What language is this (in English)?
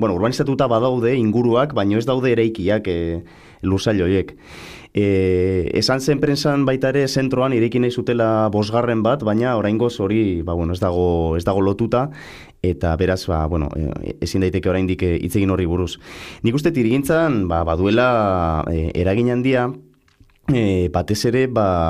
Basque